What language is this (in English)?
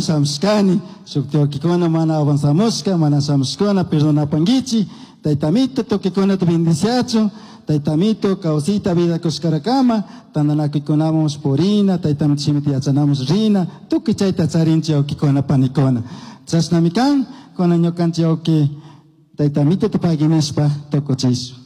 Chimborazo Highland Quichua